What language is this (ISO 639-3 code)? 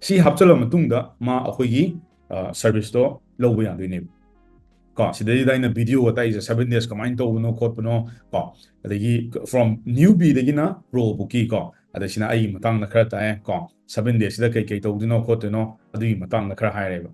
mni